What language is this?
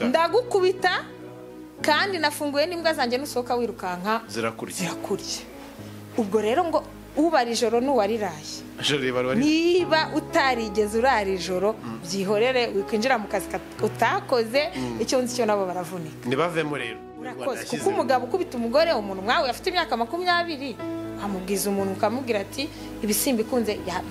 Kinyarwanda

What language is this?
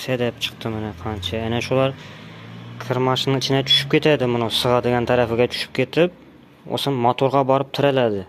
Uzbek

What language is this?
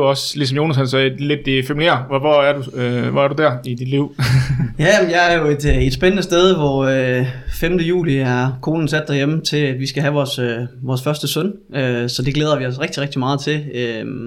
Danish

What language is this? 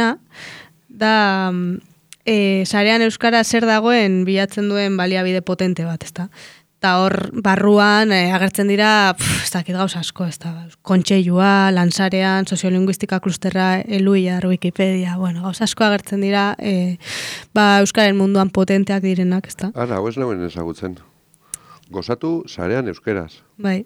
Basque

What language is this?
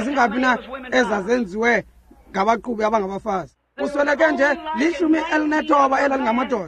Xhosa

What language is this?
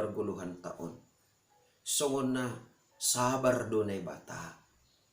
Batak Simalungun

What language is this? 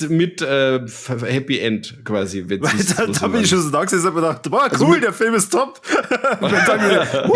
Bavarian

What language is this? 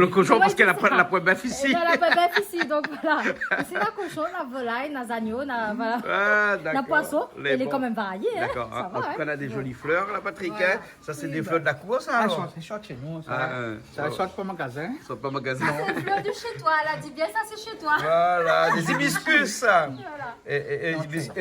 Réunion Creole French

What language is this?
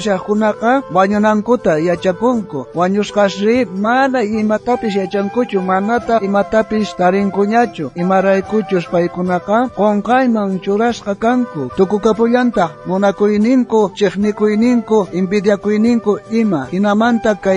South Bolivian Quechua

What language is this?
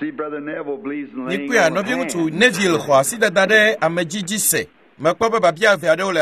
Ewe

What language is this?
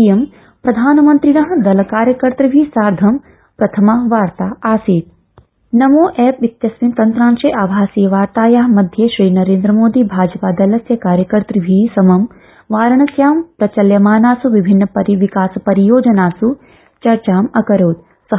Sanskrit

